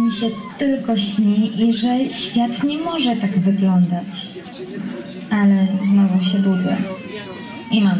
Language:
Polish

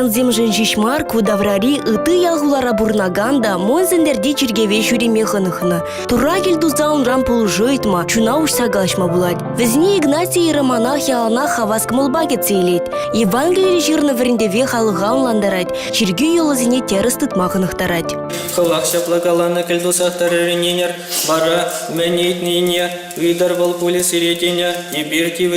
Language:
Chuvash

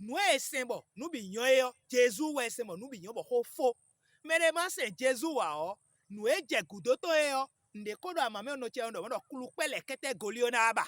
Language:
Fon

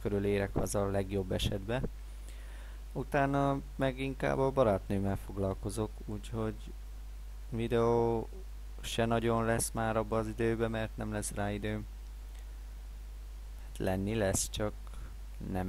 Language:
Hungarian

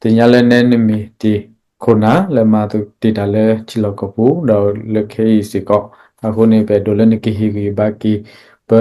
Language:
S'gaw Karen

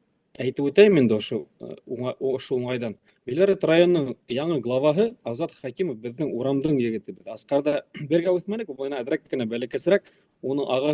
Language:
Bashkir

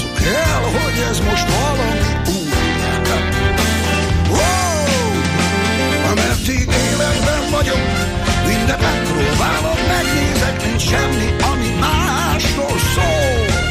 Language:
Hungarian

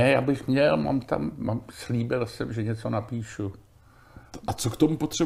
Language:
Czech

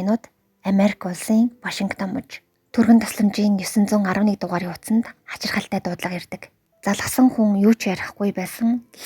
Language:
Mongolian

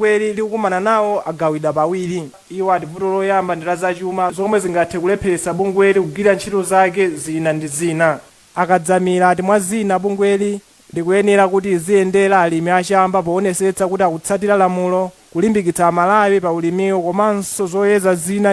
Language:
Nyanja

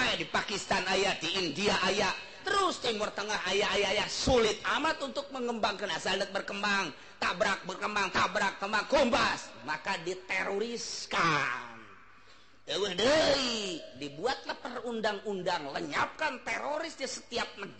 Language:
Sundanese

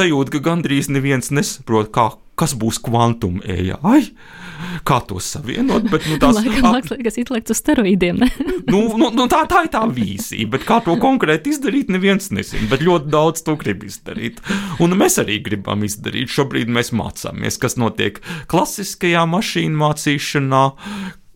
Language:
Latvian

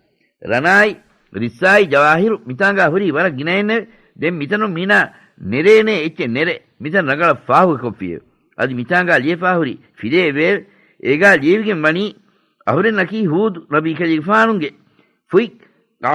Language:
Divehi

